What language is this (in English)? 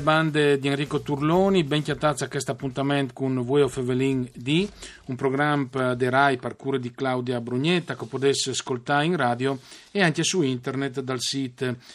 Friulian